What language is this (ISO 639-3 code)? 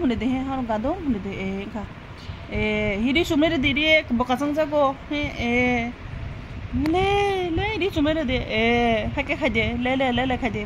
trp